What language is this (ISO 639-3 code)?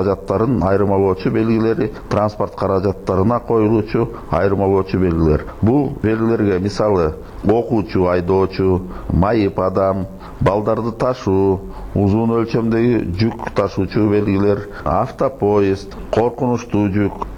kir